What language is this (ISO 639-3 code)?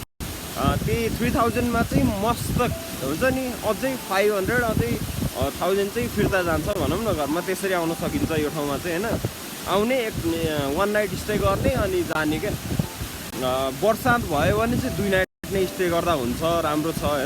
nep